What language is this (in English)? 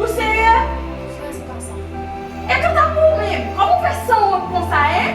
Haitian Creole